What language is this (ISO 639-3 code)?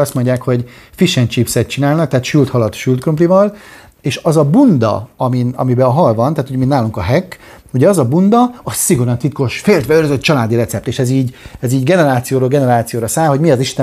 hun